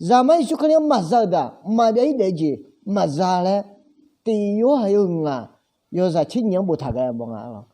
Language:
Akha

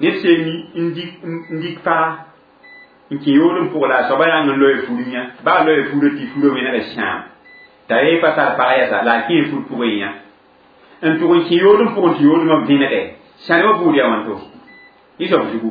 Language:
Mossi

